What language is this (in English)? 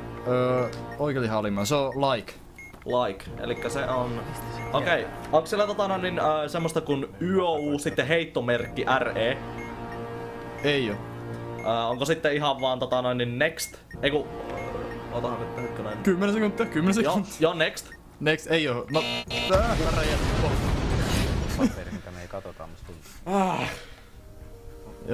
Finnish